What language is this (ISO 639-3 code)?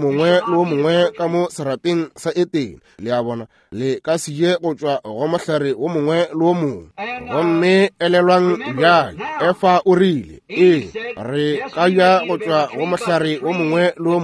nso